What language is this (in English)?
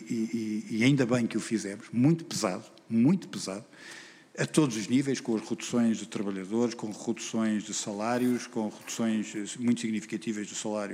Portuguese